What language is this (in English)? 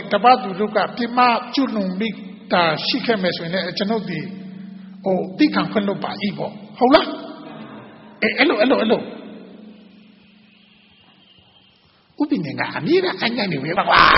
Burmese